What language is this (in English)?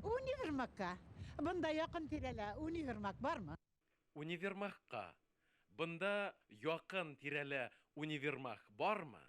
Bashkir